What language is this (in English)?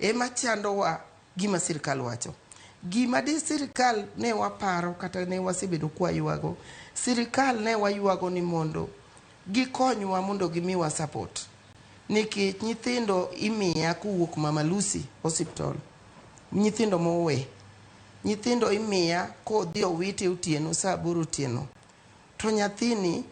Luo (Kenya and Tanzania)